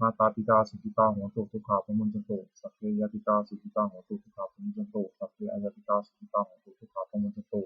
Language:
Pali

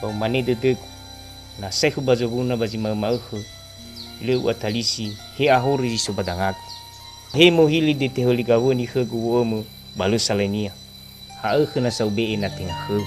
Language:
Nias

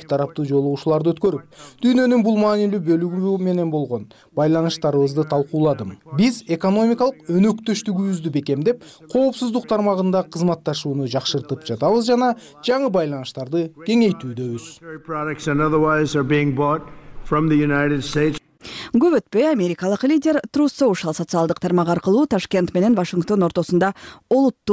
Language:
Kyrgyz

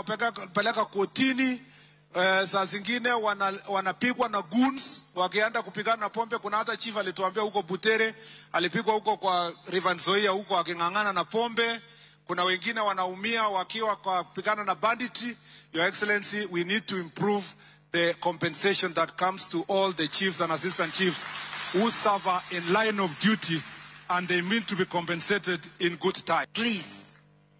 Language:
Luo (Kenya and Tanzania)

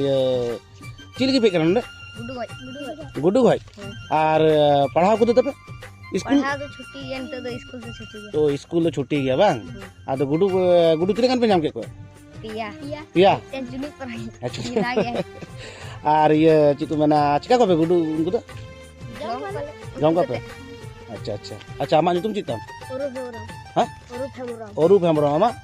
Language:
Santali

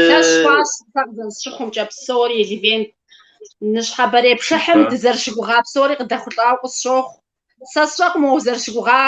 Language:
Kabardian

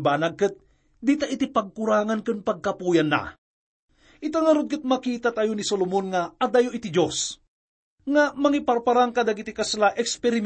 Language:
Iloko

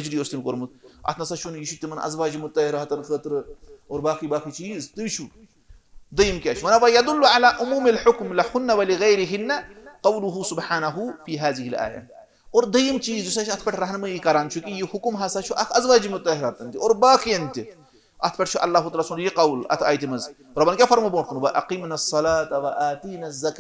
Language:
Kashmiri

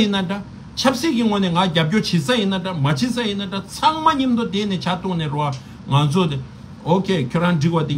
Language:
Tibetan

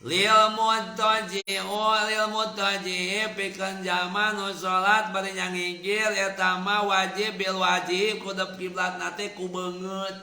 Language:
Sundanese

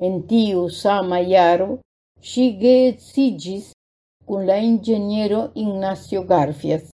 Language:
Esperanto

